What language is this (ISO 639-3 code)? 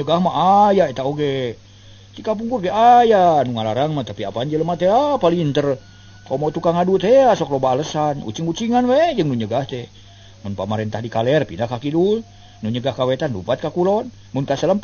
sun